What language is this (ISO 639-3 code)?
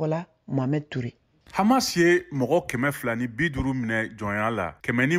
bam